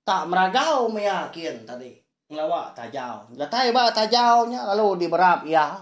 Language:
Iban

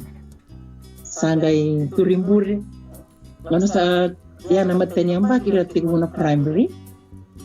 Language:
Fijian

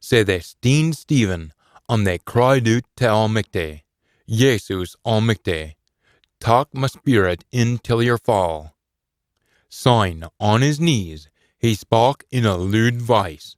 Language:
Scots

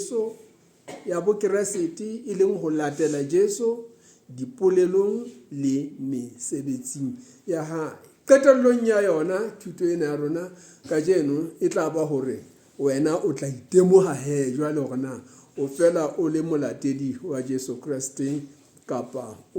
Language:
Southern Sotho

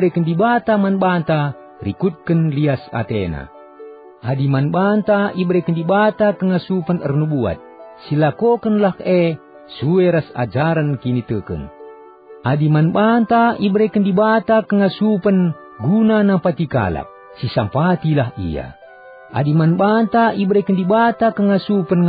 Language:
Batak Karo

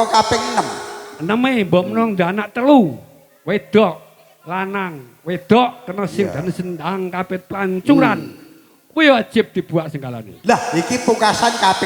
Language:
Javanese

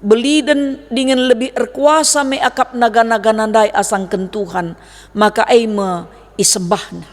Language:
Batak Karo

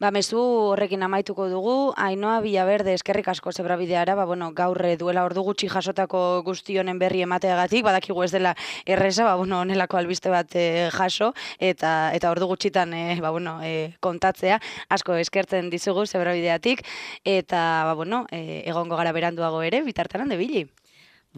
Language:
Basque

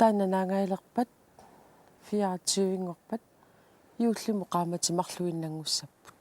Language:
Kalaallisut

